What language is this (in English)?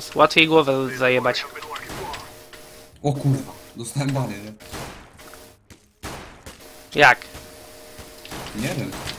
Polish